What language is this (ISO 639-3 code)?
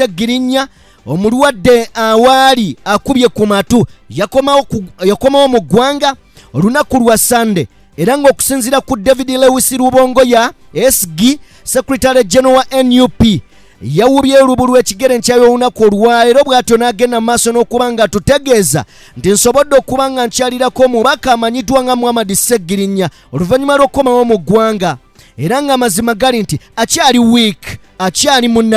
lug